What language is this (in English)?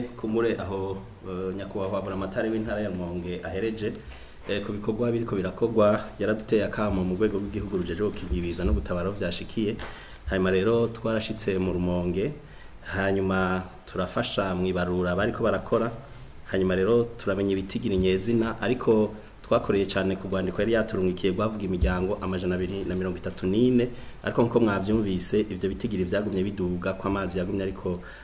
Rundi